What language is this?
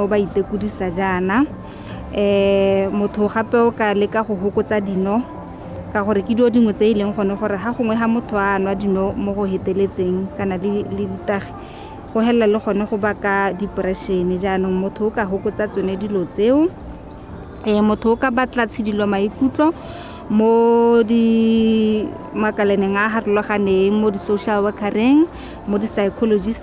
Tswana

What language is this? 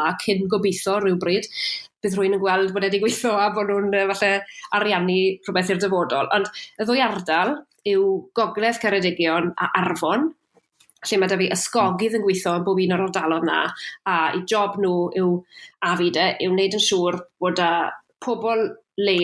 Welsh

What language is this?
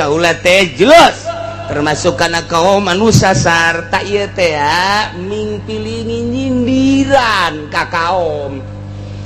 Sundanese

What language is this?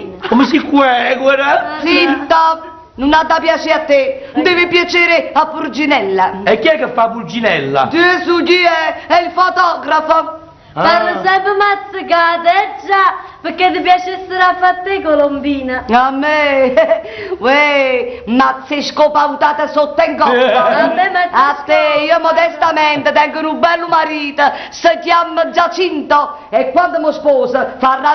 Neapolitan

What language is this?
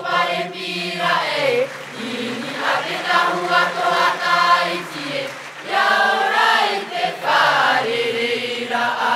Tahitian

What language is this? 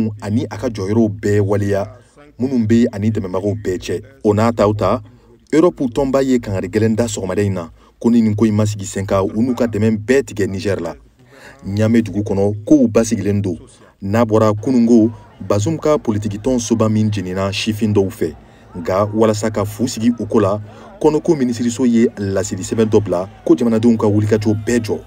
Bambara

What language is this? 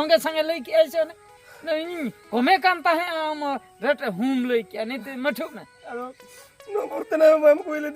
Santali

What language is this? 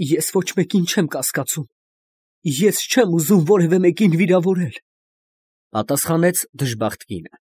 Armenian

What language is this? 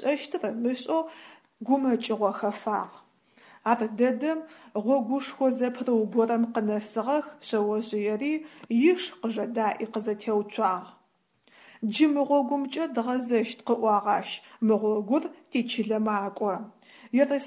Adyghe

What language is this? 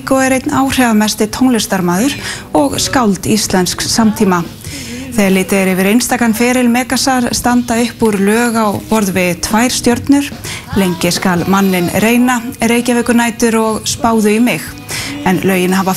Icelandic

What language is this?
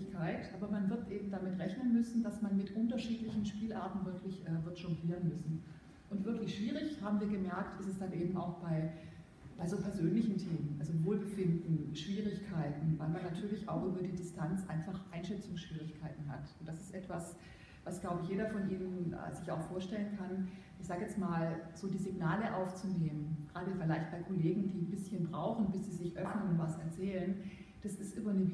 German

